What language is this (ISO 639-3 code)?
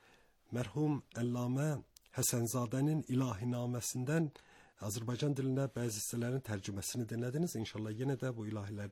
aze